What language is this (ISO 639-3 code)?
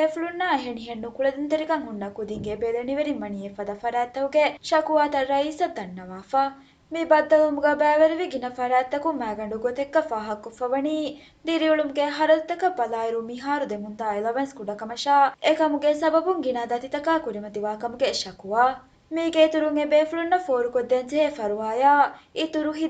div